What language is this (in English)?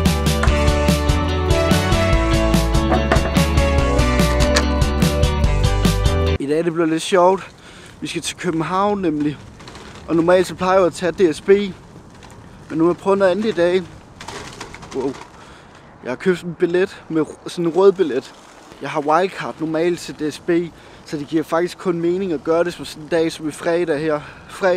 Danish